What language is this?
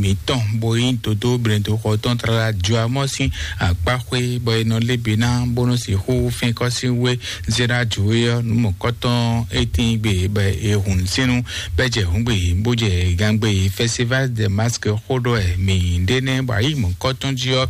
Fon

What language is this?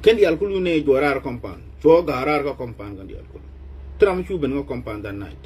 Nuer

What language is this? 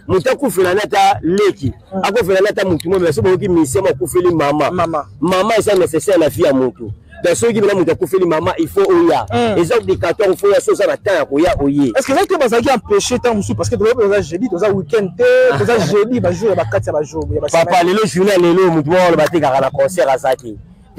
Lingala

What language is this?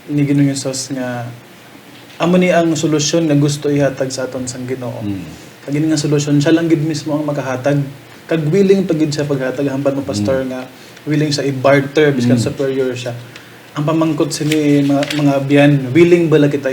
Hiligaynon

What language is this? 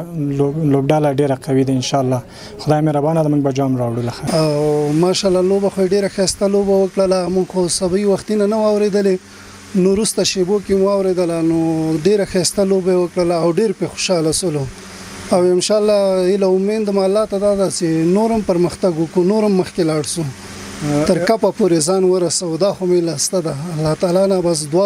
Pashto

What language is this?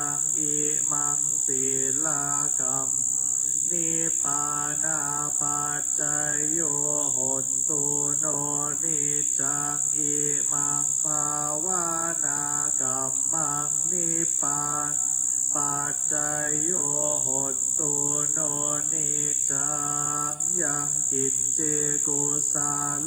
Pali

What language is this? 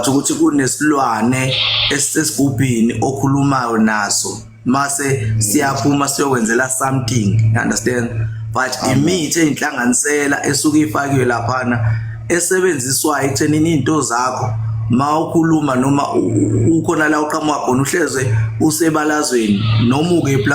Zulu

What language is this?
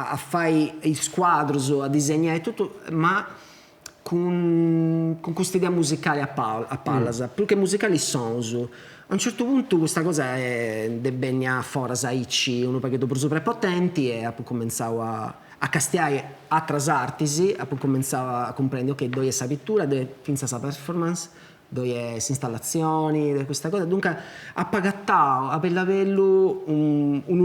Sardinian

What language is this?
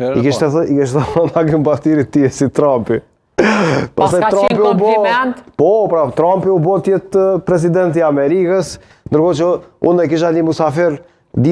Albanian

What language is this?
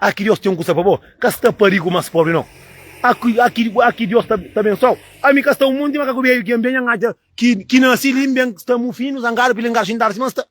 Kabuverdianu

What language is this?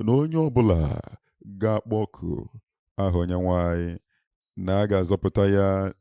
Igbo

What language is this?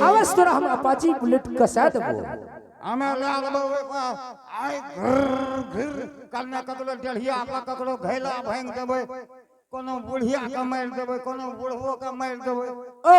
Angika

